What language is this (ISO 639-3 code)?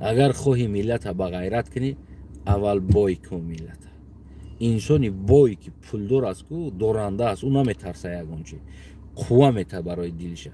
tgk